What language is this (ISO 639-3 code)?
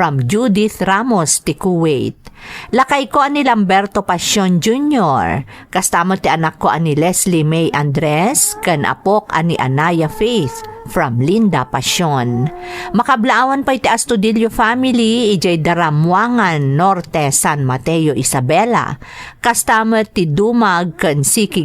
ilo